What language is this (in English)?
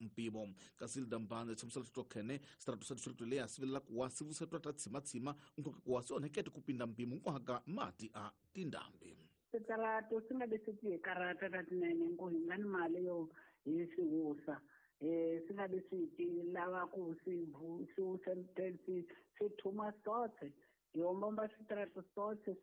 Tsonga